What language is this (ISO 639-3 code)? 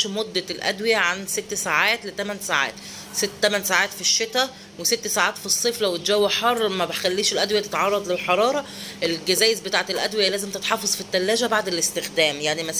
arz